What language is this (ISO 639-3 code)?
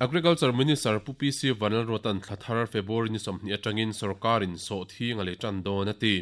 lus